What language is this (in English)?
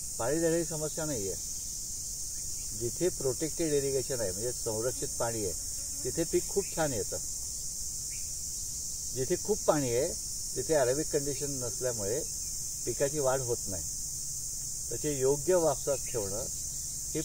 Marathi